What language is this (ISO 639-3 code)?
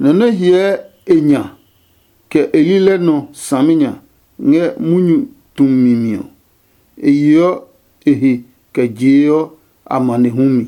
ada